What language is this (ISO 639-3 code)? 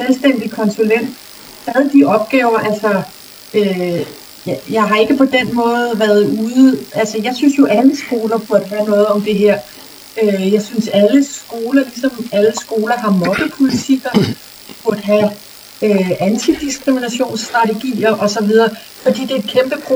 dan